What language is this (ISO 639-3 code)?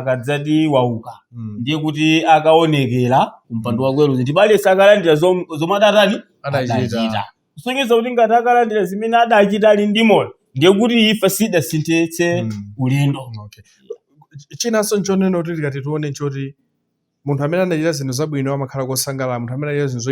nya